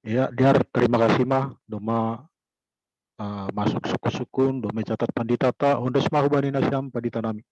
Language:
Batak Simalungun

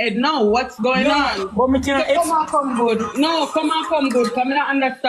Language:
Jamaican Creole English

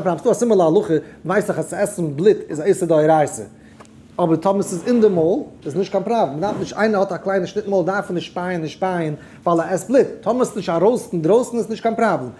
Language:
Yiddish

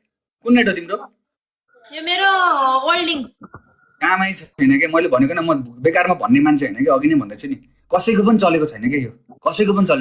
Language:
Nepali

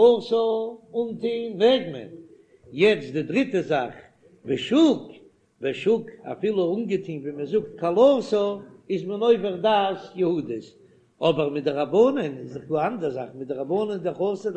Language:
Yiddish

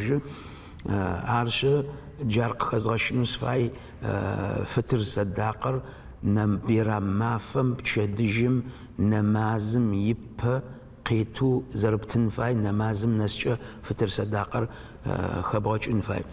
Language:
Adyghe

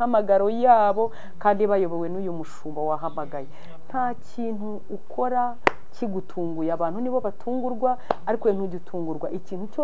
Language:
Kinyarwanda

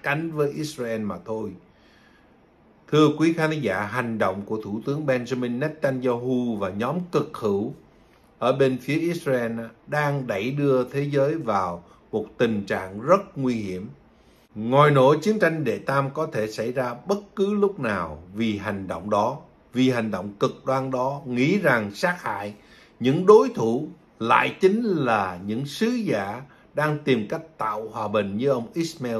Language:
Vietnamese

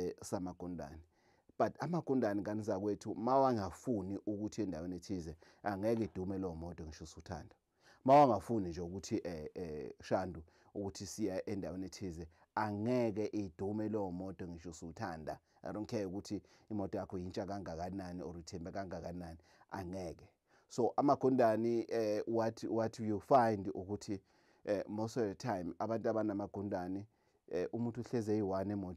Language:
Zulu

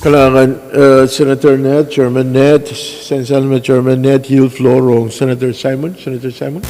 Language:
Pohnpeian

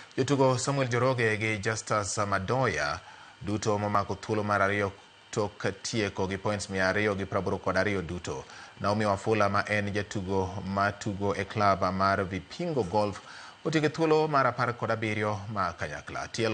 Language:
Luo (Kenya and Tanzania)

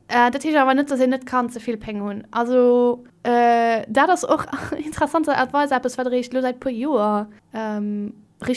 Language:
Luxembourgish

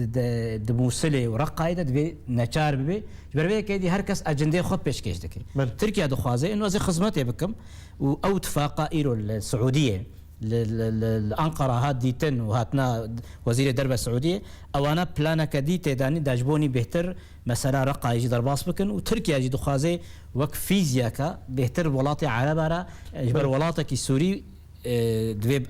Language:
Kurdish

